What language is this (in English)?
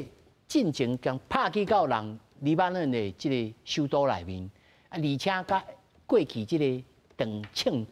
Min Nan Chinese